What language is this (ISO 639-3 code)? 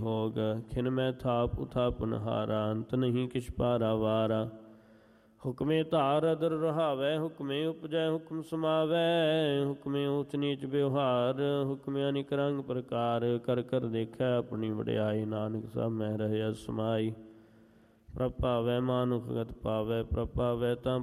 pan